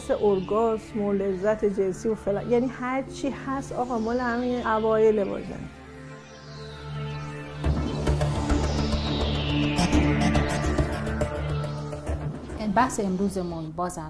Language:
Persian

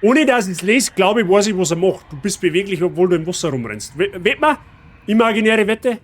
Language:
Bavarian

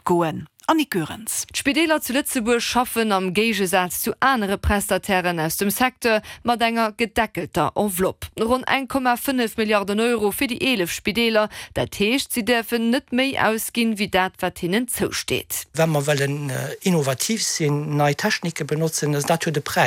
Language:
Luxembourgish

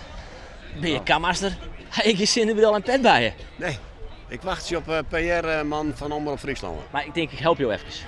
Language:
Western Frisian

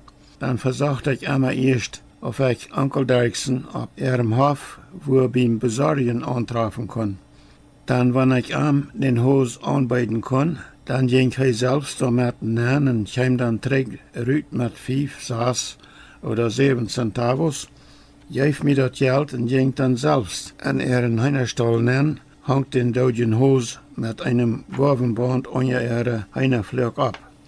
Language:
Plautdietsch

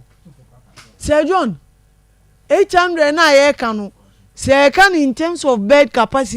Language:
Akan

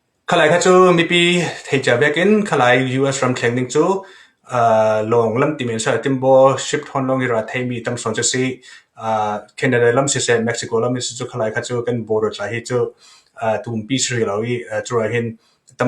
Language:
Falam Chin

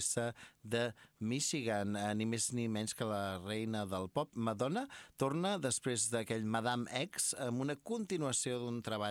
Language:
Catalan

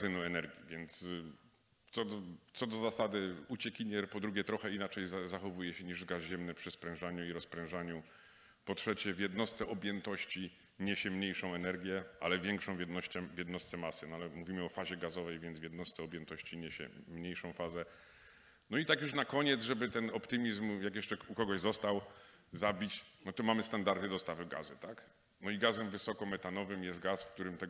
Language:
Polish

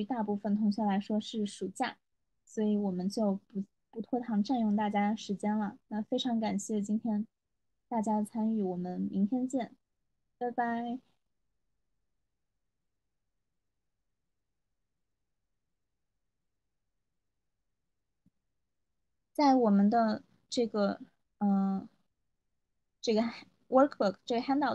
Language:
Chinese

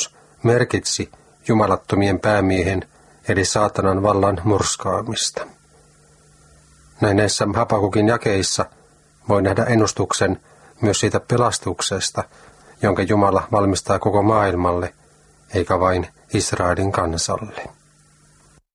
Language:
Finnish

